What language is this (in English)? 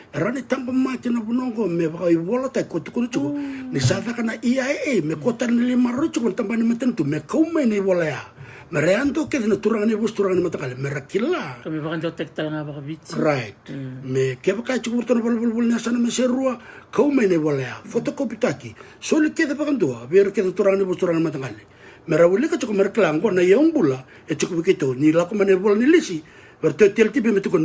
Fijian